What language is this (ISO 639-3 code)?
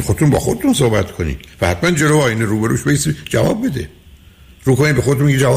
fas